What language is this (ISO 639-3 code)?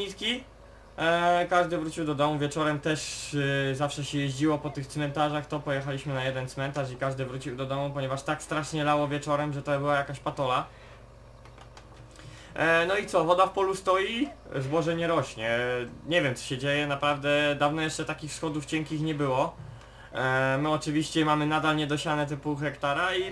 pol